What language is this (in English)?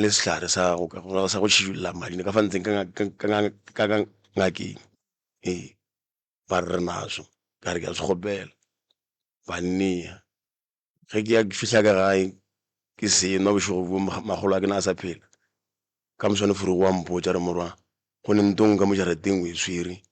Northern Sotho